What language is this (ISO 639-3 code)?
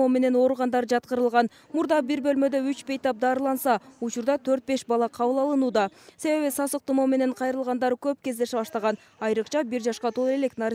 kir